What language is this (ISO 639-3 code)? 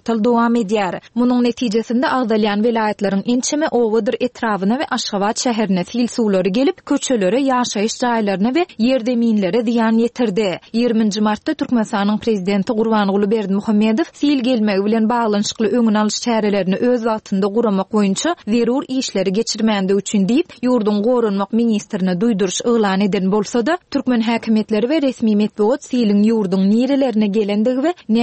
tuk